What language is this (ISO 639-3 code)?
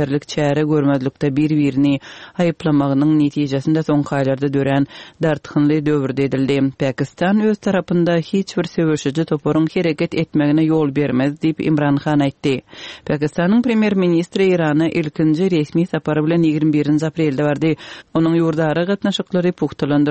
tuk